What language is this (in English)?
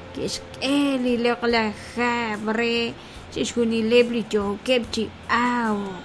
Kekchí